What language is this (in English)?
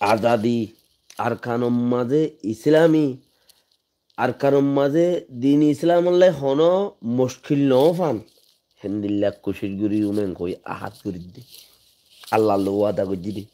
Rohingya